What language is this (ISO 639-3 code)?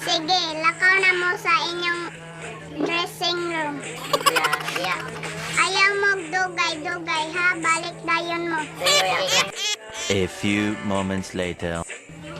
ceb